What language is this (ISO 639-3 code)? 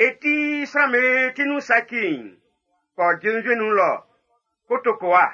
bci